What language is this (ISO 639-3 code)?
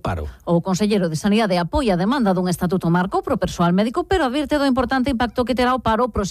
glg